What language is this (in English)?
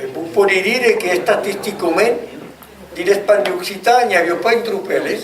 Occitan